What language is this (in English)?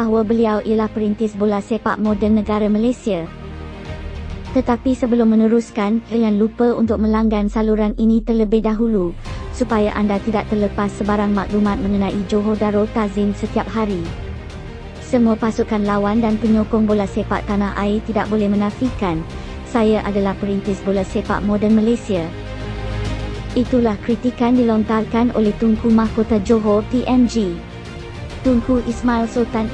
Malay